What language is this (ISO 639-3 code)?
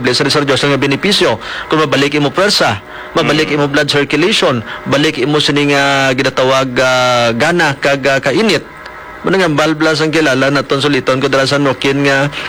hil